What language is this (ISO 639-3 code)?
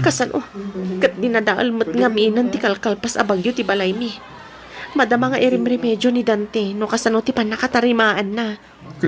ilo